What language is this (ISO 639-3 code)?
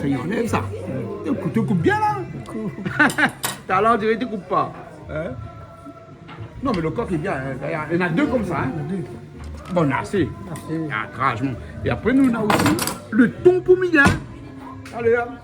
rcf